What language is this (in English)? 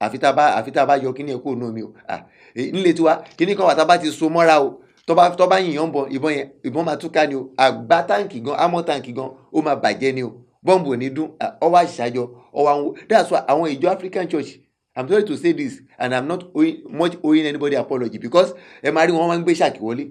Yoruba